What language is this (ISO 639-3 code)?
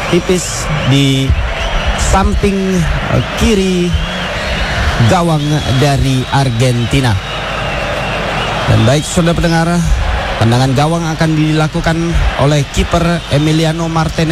ind